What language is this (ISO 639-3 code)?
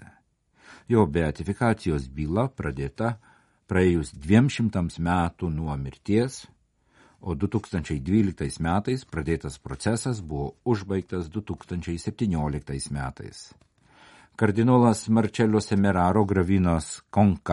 lit